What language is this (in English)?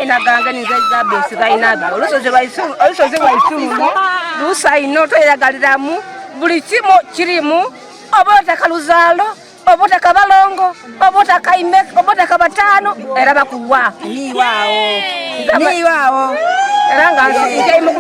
Soga